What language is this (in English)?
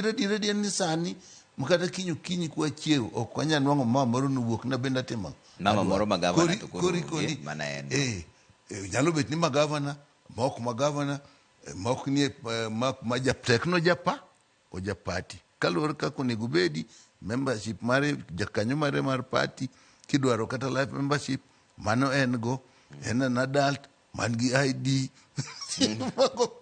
Luo (Kenya and Tanzania)